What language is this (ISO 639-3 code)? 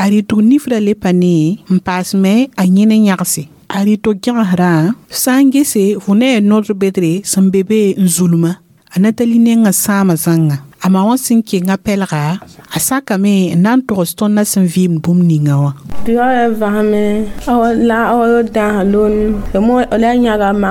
mos